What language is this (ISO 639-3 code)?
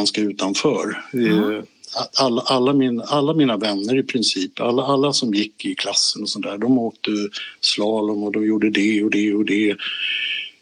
swe